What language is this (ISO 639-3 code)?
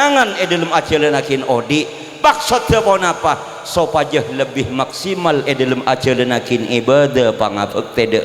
mad